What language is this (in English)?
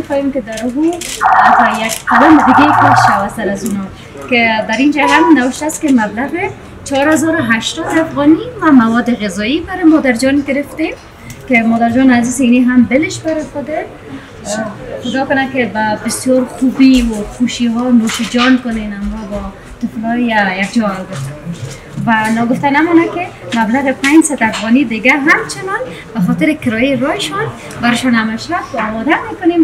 Persian